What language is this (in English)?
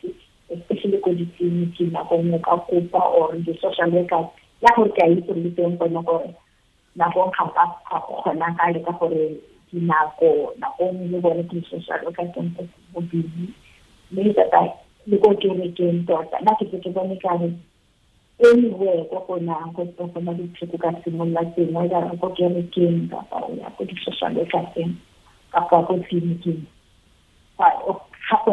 Tswana